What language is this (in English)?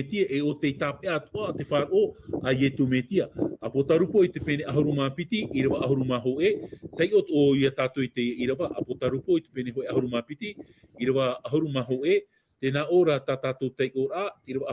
Tahitian